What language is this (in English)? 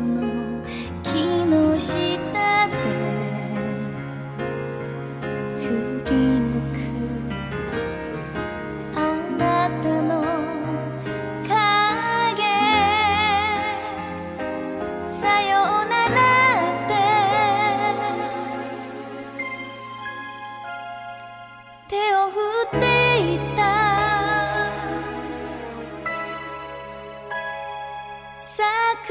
Japanese